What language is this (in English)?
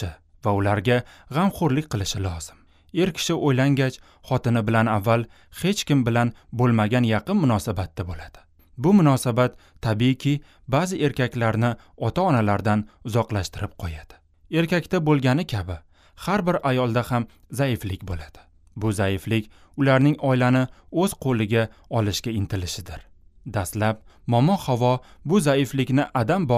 Uzbek